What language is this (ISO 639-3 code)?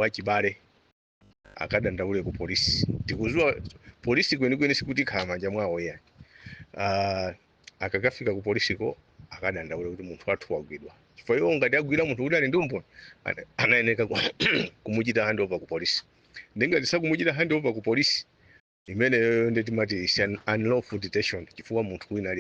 nya